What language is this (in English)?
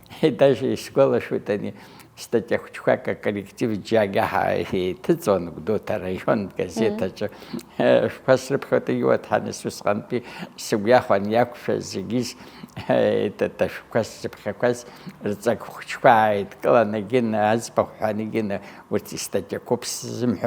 Abkhazian